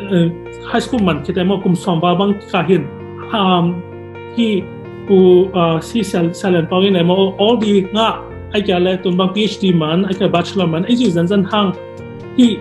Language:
Tedim Chin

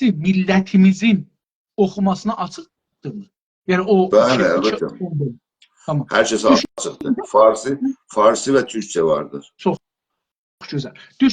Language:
South Azerbaijani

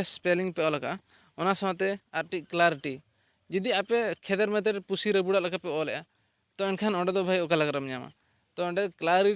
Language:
Santali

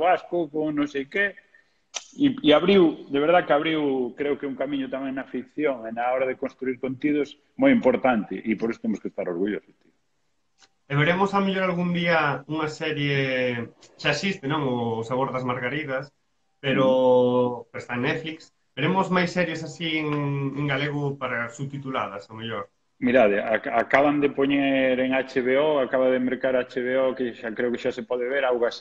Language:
Galician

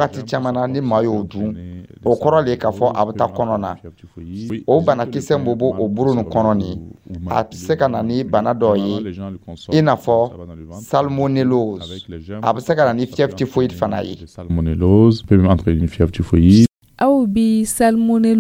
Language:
Dyula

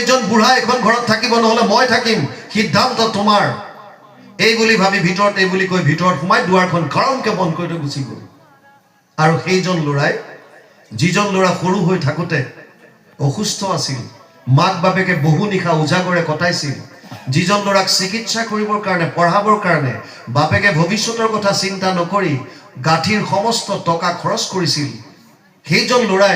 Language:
Assamese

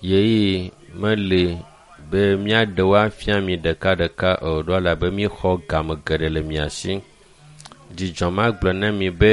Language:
Ewe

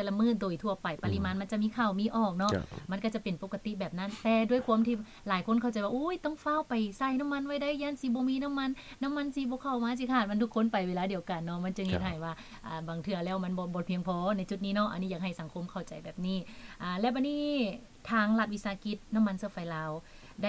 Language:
Lao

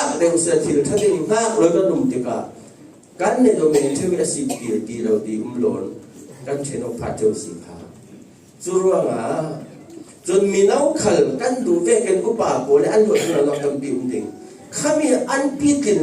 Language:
Falam Chin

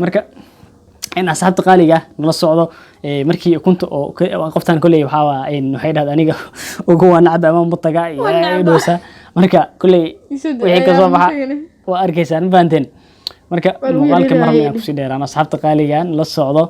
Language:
Somali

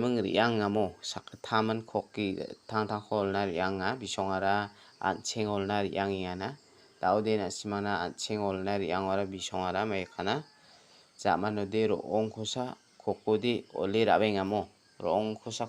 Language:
Garo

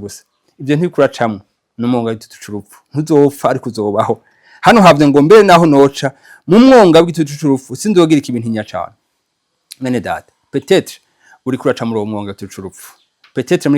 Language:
Rundi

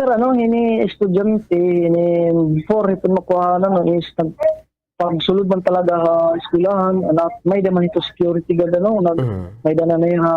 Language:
Waray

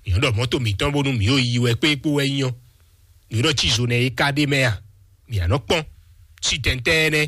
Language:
Fon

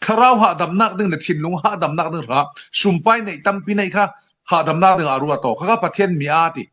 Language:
Falam Chin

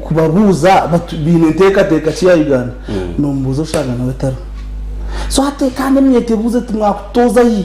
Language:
Nyankole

